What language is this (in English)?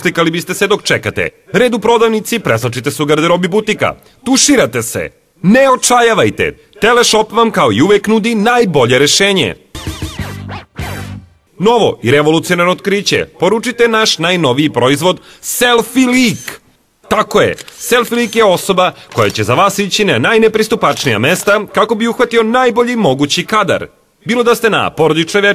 Serbian